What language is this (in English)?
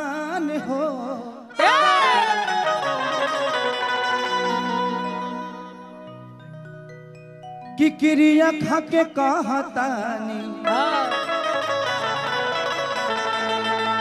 Bhojpuri